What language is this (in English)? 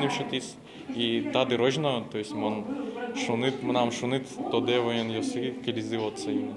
Udmurt